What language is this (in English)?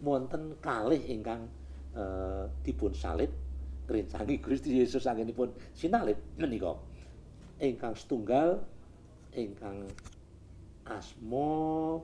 Javanese